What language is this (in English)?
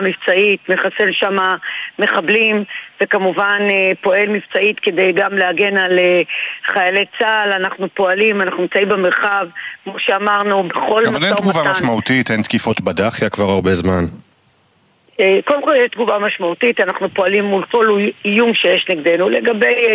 Hebrew